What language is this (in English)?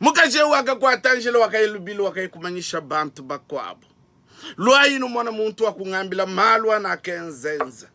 Luba-Lulua